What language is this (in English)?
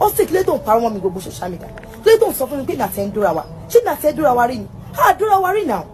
Yoruba